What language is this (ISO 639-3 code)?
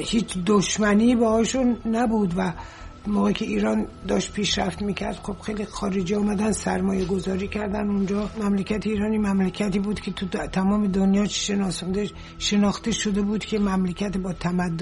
fas